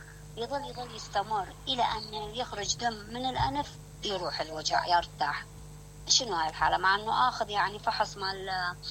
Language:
Mesopotamian Arabic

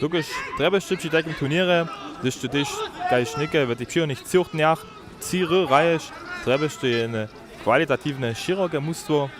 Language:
Upper Sorbian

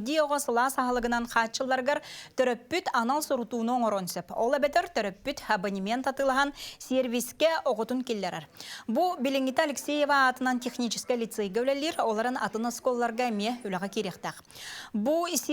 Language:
Yakut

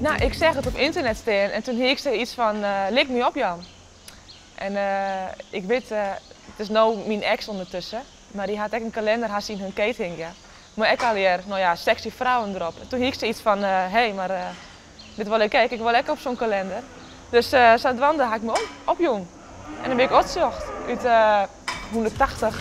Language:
Western Frisian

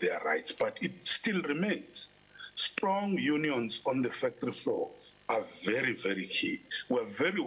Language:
English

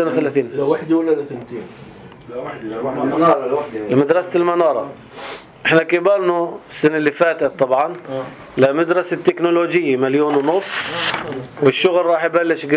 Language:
North Levantine Arabic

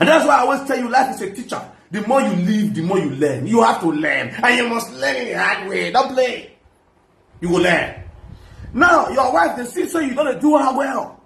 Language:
Nigerian Pidgin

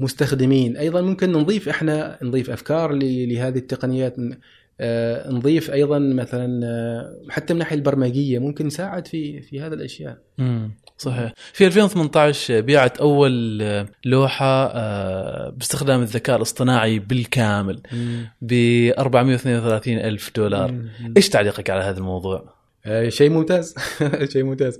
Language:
Gulf Arabic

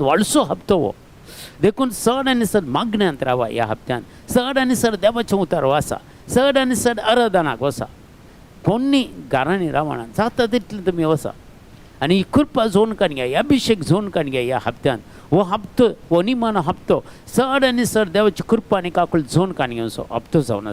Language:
Konkani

